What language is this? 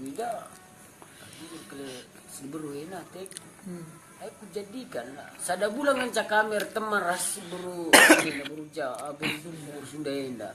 Batak Karo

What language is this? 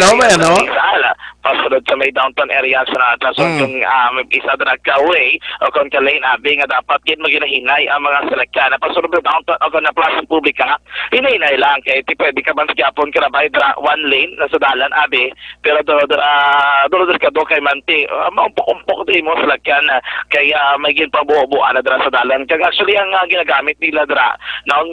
Hiligaynon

